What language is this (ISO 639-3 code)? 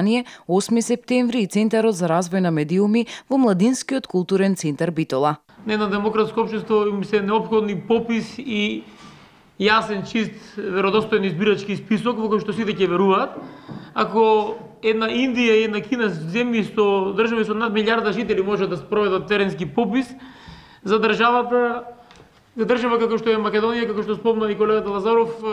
mkd